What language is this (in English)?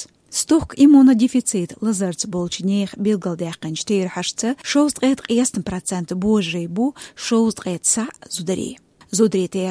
Chechen